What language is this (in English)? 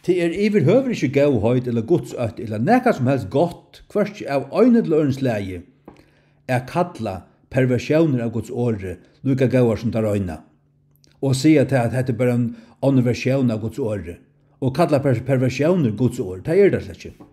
Faroese